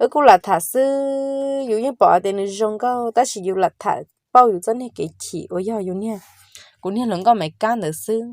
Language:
Hmong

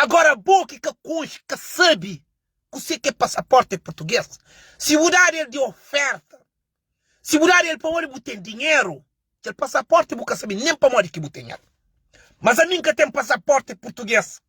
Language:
Kabuverdianu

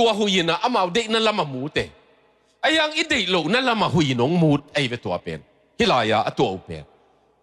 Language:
Tedim Chin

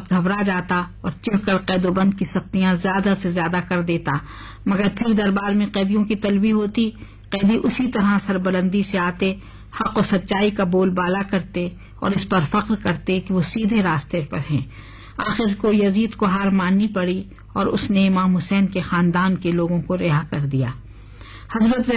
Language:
Urdu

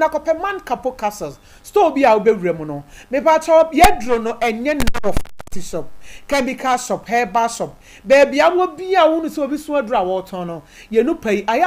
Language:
Akan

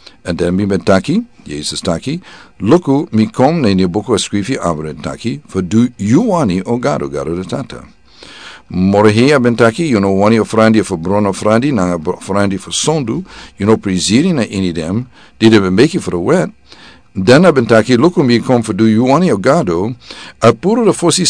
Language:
Sranan Tongo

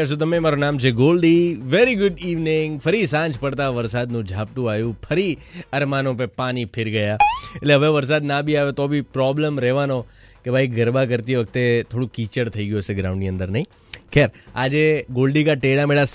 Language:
Gujarati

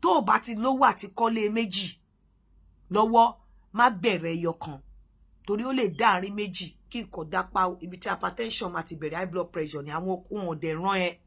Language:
Yoruba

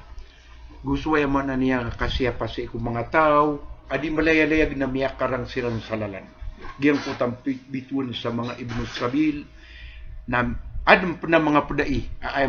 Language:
Maranao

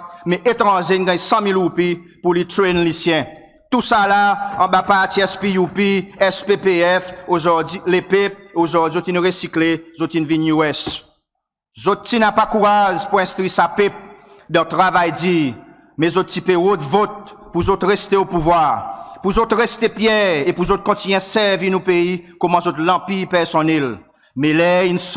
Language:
Seselwa Creole French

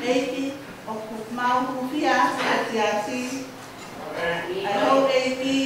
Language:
Tongan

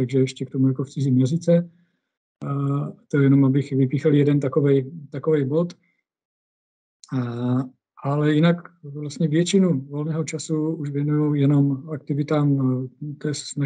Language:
Czech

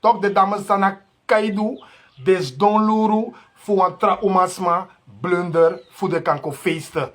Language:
Sranan Tongo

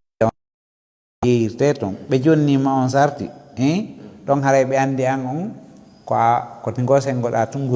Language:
Fula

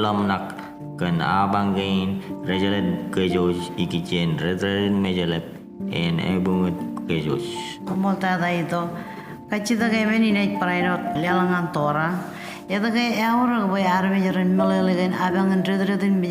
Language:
Marshallese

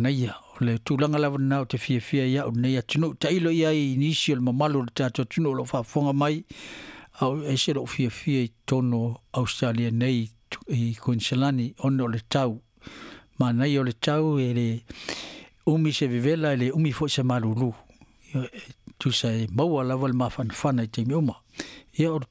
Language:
Samoan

